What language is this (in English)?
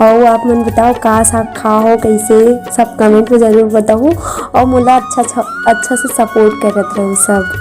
Chhattisgarhi